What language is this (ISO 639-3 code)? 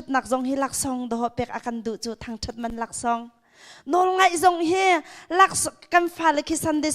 cnh